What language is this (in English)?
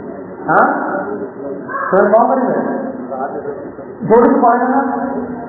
Odia